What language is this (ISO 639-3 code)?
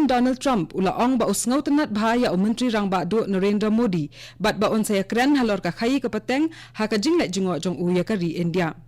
kha